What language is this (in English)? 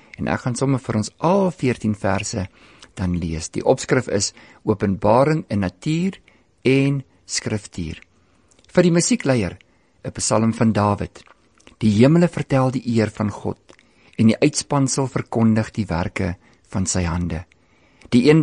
Afrikaans